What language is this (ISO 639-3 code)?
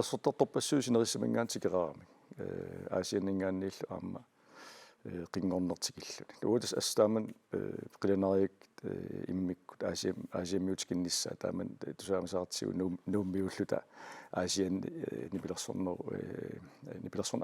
kal